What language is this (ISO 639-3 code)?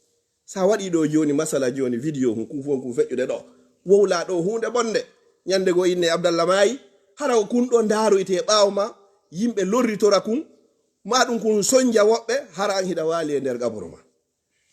ful